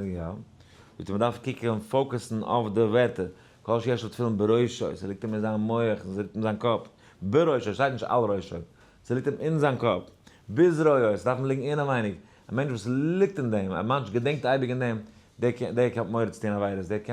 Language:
Yiddish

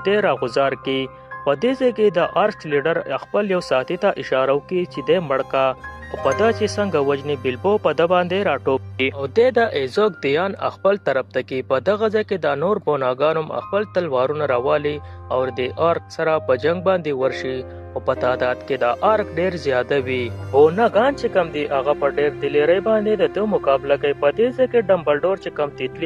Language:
Pashto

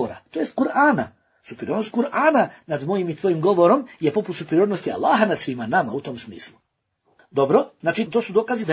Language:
Bosnian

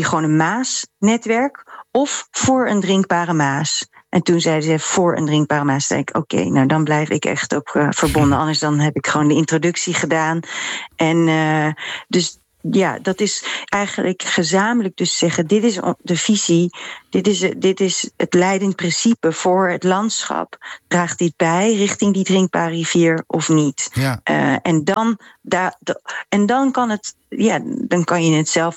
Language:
Dutch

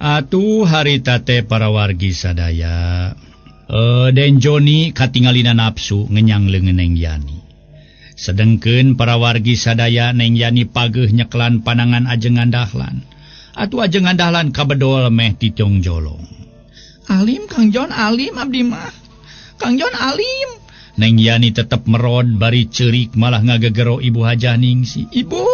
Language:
Sundanese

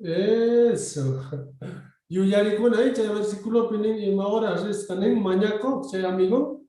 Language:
South Bolivian Quechua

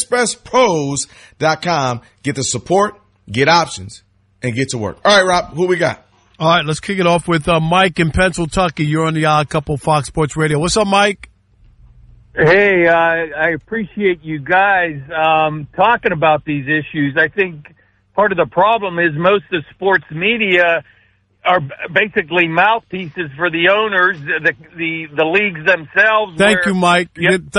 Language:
English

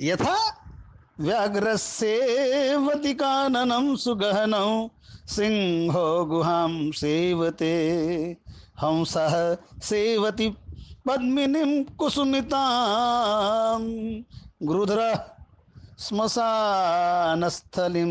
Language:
Sanskrit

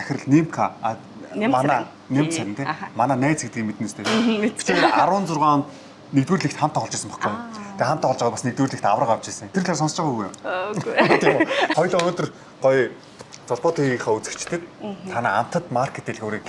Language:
Mongolian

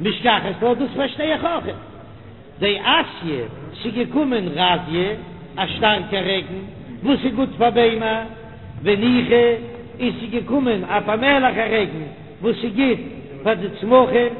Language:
Yiddish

